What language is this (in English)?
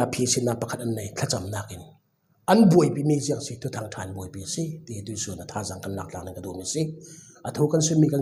Falam Chin